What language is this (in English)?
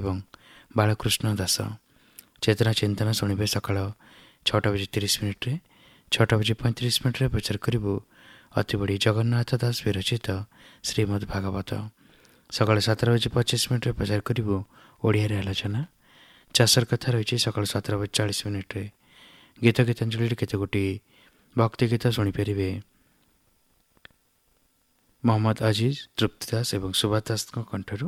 Odia